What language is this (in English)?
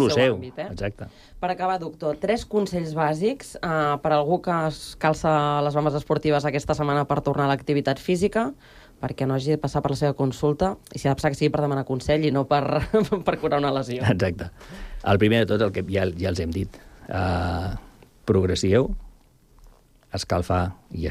Catalan